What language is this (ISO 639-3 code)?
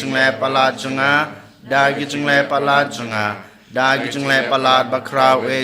kha